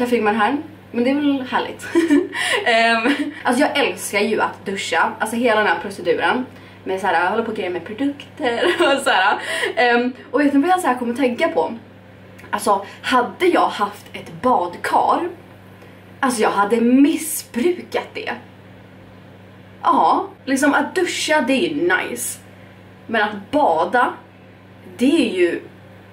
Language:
Swedish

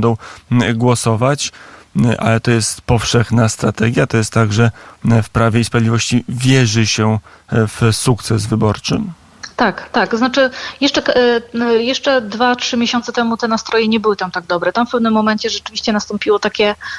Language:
Polish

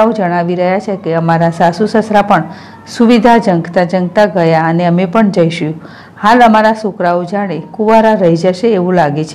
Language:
Gujarati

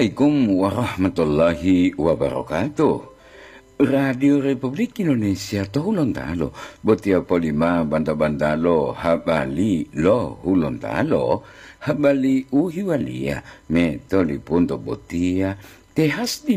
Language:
Gorontalo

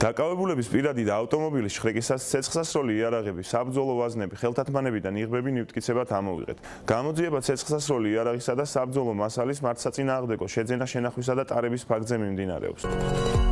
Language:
Georgian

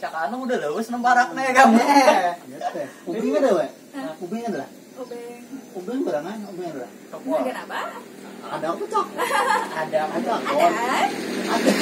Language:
Banjar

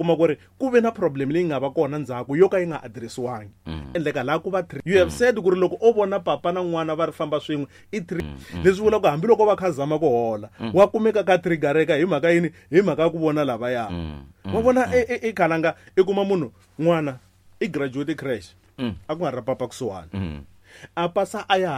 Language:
Tsonga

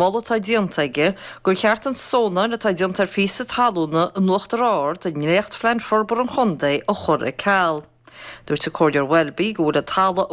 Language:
Irish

